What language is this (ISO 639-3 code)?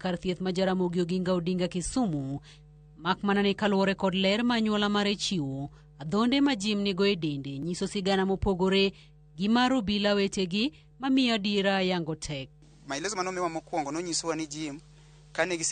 luo